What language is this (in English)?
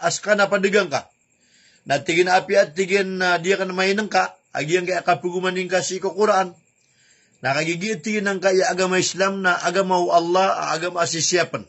Maranao